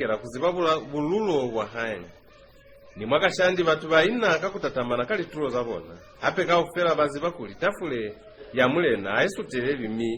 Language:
Lozi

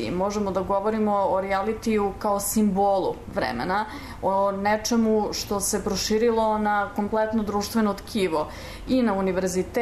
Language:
Serbian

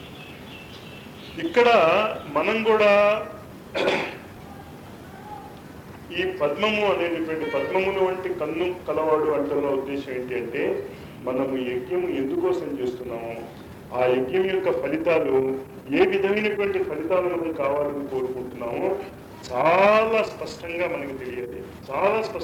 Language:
Telugu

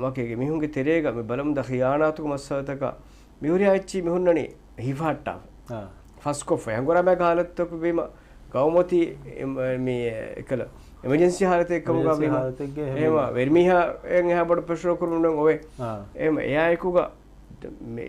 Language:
Divehi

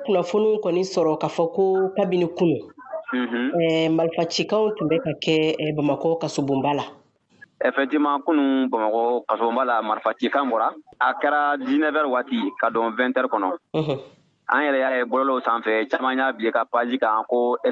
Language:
Bambara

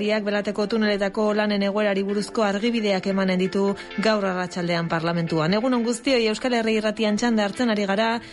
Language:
Basque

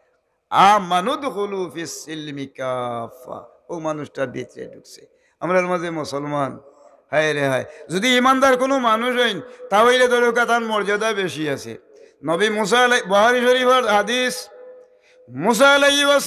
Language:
Sylheti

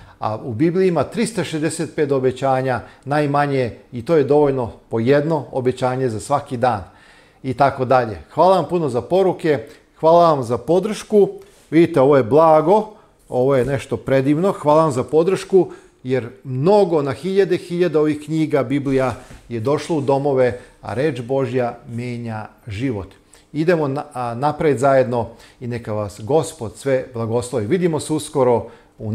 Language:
Serbian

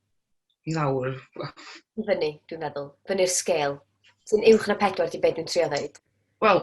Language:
Welsh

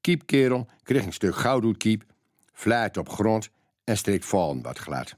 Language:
Gronings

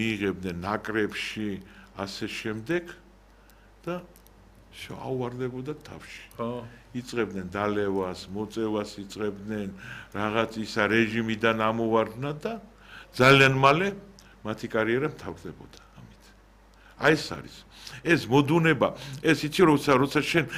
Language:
Georgian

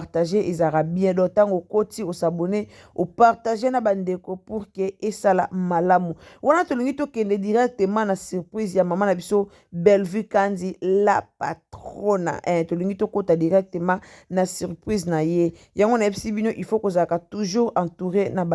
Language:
Lingala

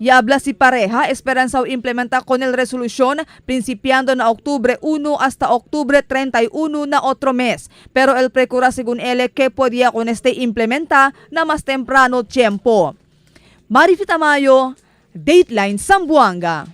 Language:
Chavacano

